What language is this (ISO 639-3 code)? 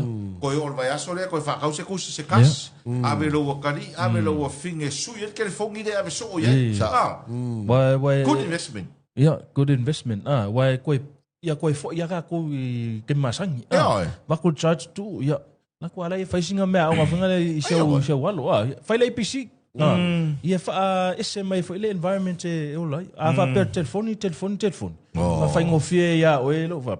smo